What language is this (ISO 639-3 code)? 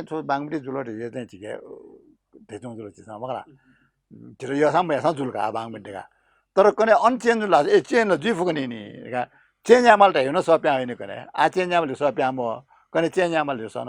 new